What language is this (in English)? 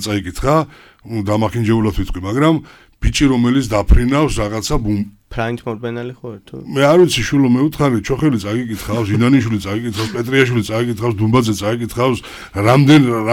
Georgian